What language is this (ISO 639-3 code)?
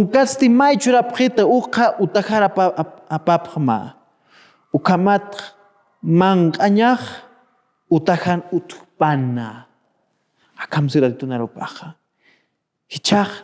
aym